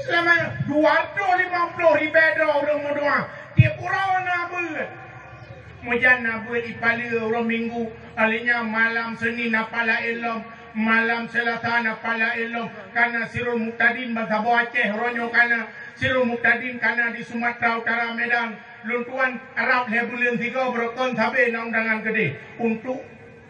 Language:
Achinese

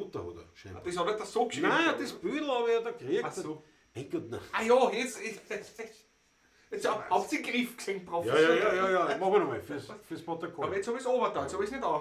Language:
Bavarian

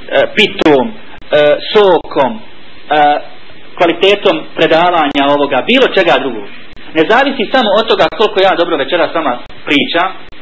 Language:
Bosnian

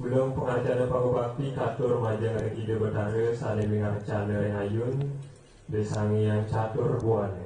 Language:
Balinese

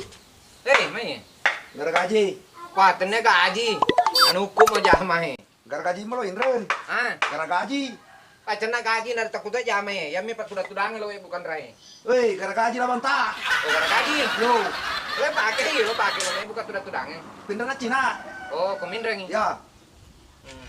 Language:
Buginese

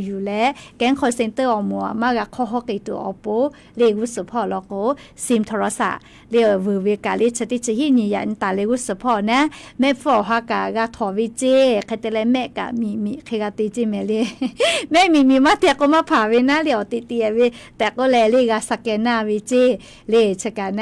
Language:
Lahu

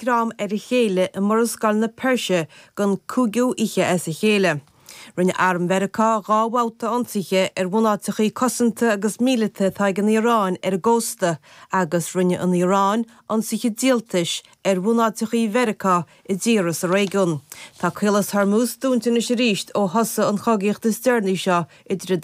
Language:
Irish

